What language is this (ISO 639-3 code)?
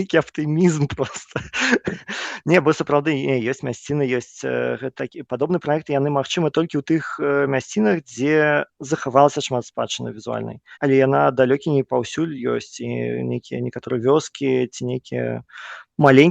bel